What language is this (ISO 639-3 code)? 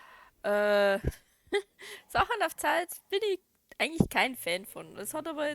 bar